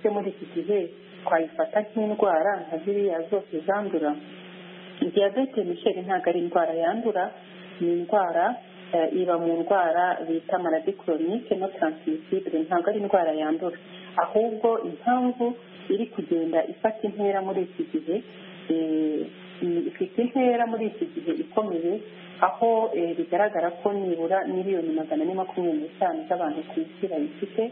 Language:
Kinyarwanda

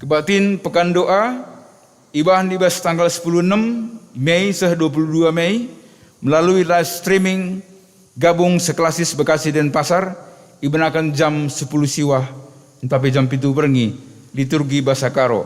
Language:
Batak Karo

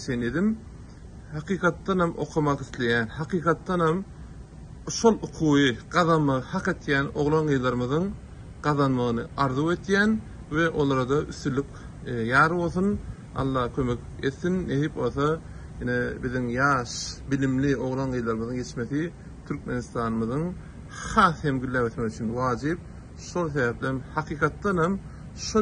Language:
Turkmen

